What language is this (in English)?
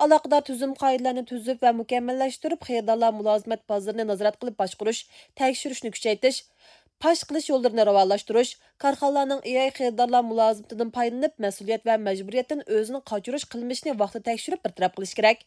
Uyghur